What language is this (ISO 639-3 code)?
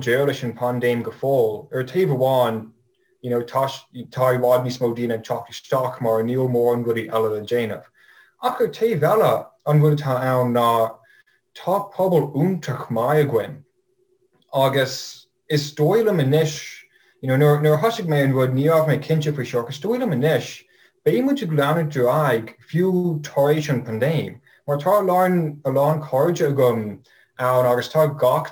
gle